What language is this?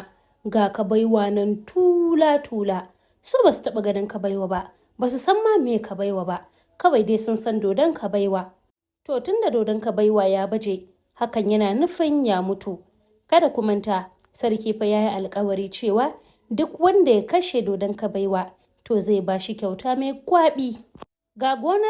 Hausa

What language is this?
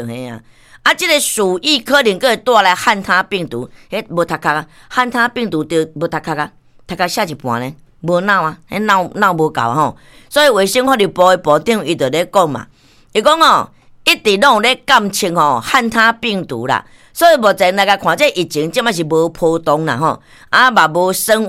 Min Nan Chinese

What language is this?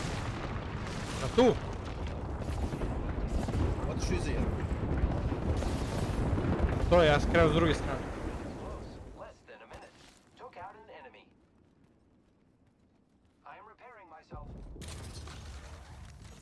Croatian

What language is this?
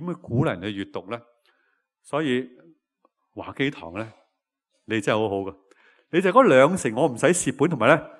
Cantonese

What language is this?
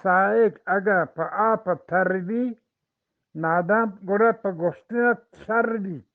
Eastern Balochi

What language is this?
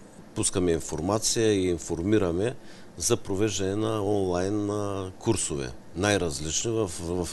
Bulgarian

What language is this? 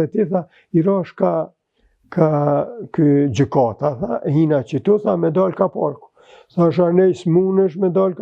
Albanian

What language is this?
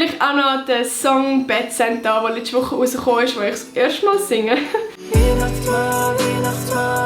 Swiss German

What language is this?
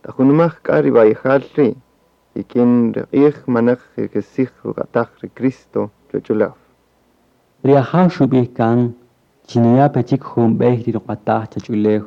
Kaqchikel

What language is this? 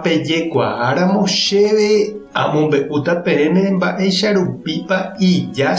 Guarani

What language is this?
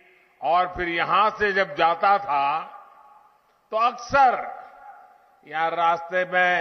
Hindi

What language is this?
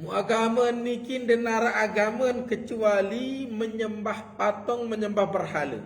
Sasak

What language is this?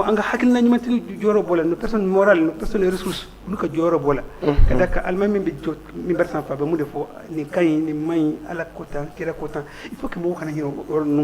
Bambara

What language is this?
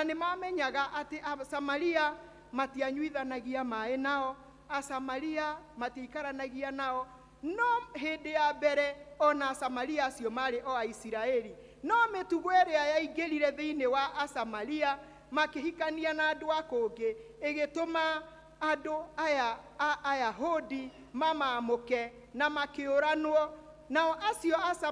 Kikuyu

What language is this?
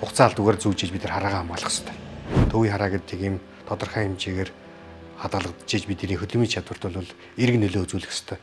Mongolian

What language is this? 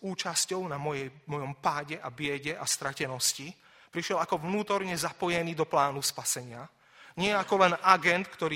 Slovak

